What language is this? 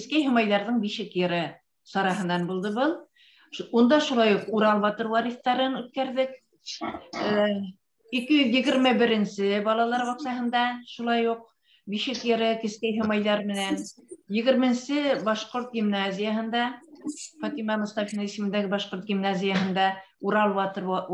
Bashkir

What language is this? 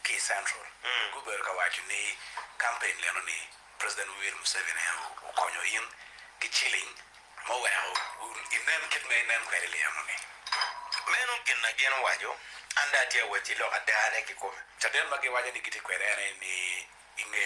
Acoli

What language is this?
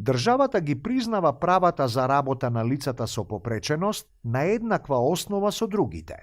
Macedonian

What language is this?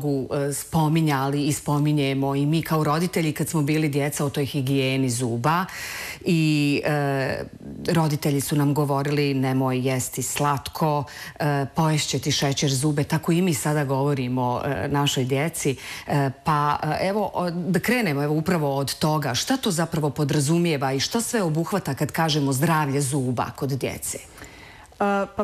Bosnian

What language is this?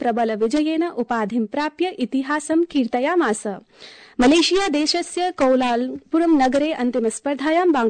Sanskrit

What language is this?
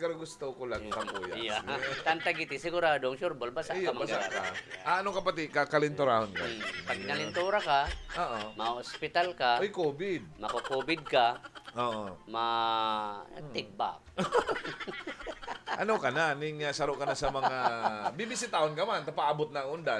Bikol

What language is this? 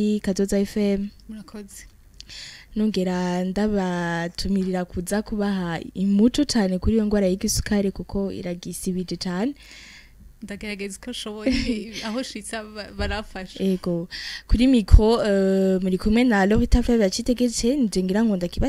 Rundi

